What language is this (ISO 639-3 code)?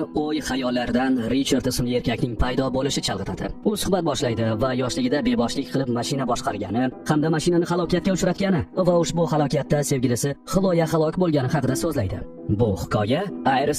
uzb